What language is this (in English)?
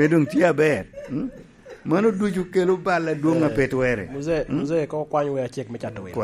Lango (Uganda)